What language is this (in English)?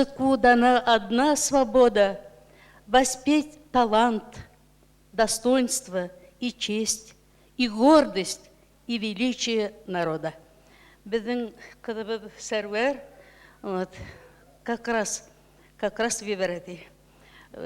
Bashkir